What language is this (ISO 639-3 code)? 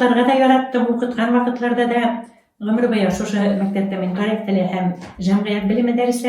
bak